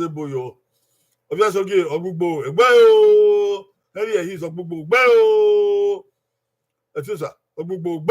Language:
Bini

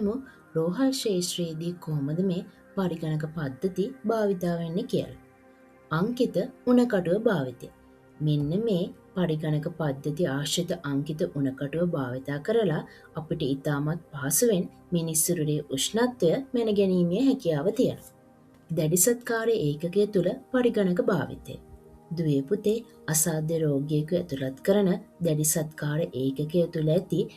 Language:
Sinhala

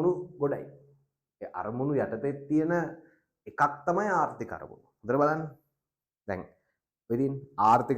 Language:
Sinhala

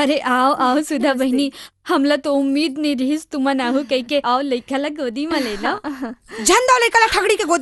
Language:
Chhattisgarhi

